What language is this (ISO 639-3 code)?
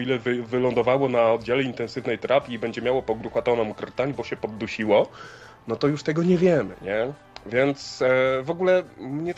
pol